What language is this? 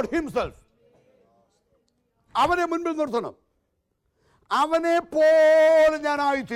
Malayalam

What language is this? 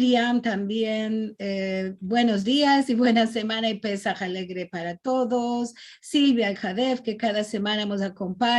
Ladino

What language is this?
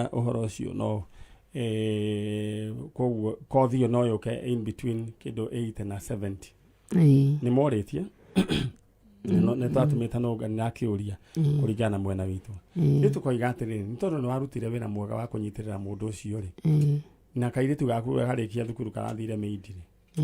Kikuyu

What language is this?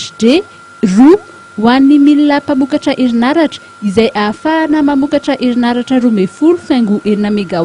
Malagasy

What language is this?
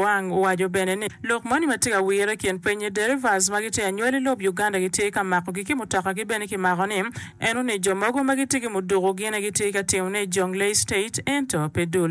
Acoli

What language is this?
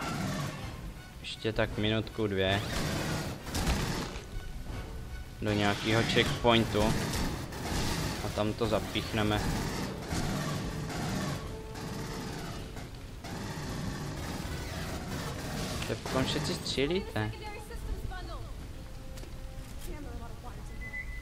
Czech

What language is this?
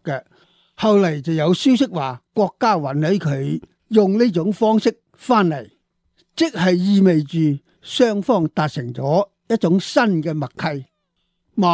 Cantonese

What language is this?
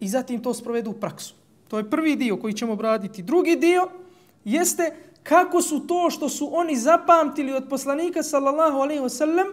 Bosnian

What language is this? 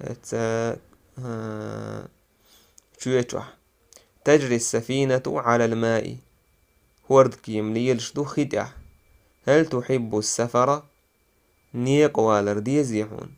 Chechen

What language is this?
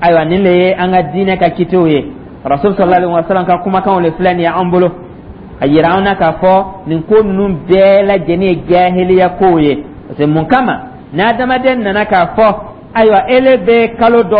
Dyula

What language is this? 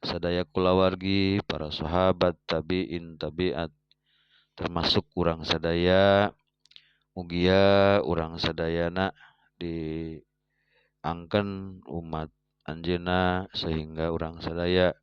Sundanese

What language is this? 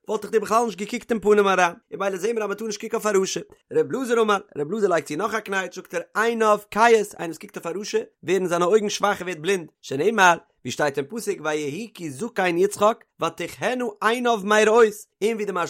Yiddish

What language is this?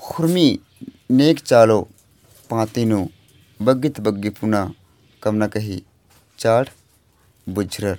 Kurukh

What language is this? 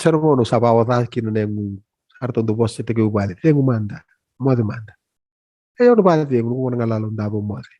Fijian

